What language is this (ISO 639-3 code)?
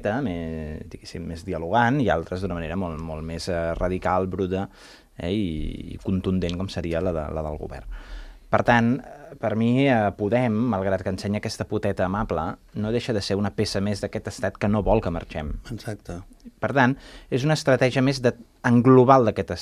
cat